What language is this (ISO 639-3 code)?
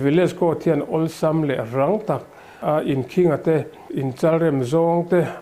lus